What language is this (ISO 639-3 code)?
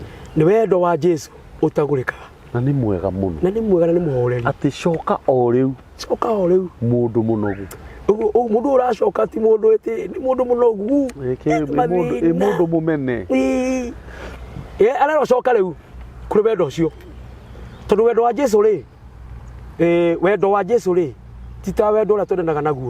kik